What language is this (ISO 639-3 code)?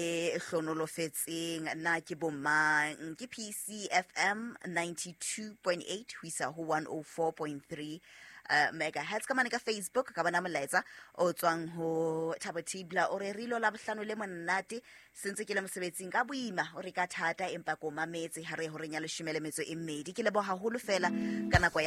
sot